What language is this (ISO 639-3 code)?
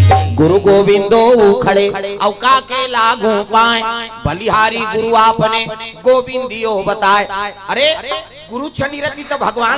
hne